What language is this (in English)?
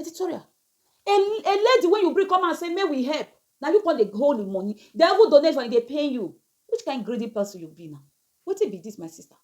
Nigerian Pidgin